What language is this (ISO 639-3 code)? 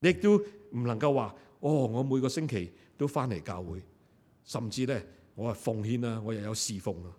yue